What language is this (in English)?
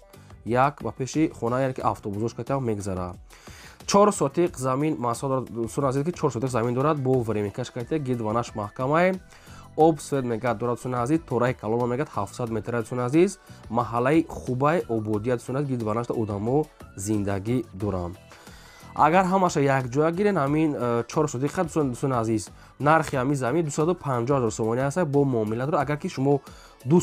Tajik